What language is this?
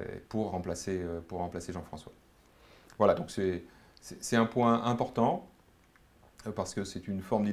French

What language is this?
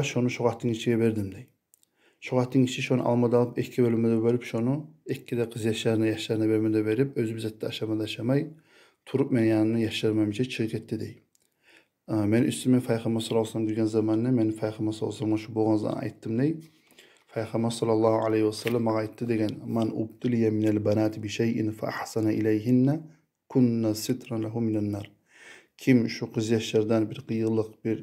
Kumyk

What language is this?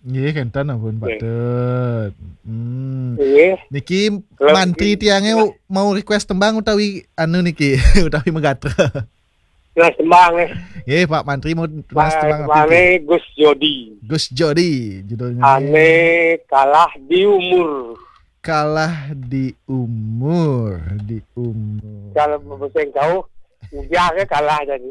Balinese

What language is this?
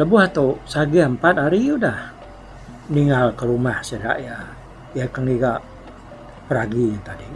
Iban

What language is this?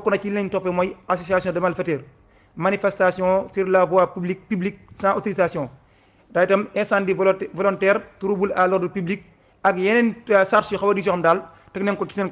Wolof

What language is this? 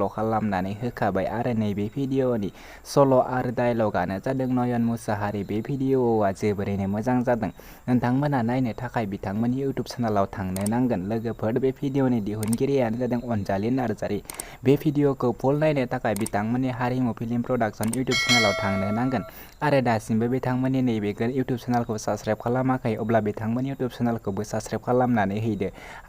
Bodo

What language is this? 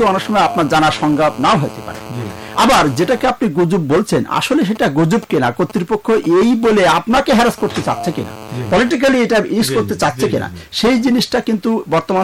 Bangla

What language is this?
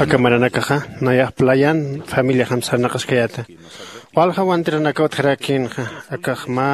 Aymara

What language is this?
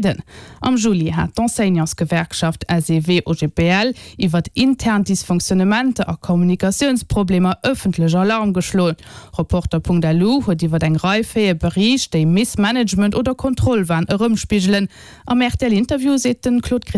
Luxembourgish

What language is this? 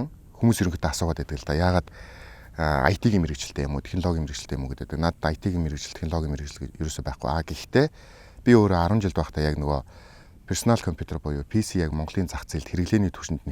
Mongolian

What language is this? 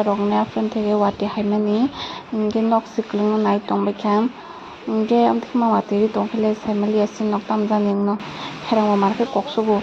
Kok Borok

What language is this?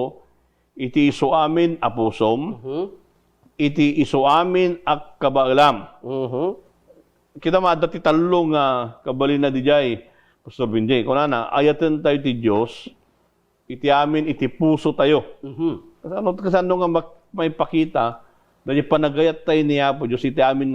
Iloko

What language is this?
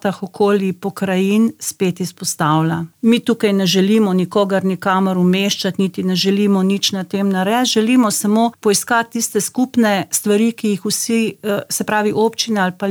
Slovenian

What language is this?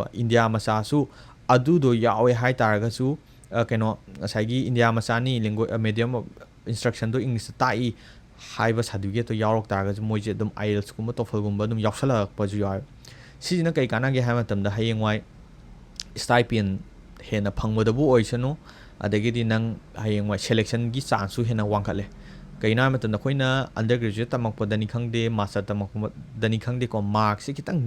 Manipuri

